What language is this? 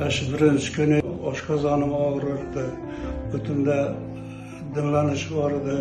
Uzbek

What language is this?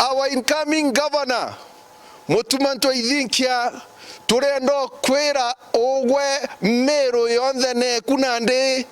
Meru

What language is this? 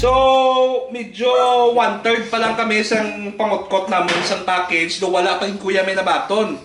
Hiligaynon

